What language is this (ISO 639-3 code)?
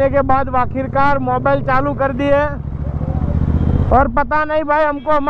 hin